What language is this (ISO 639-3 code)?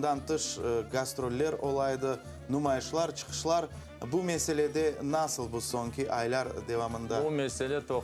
crh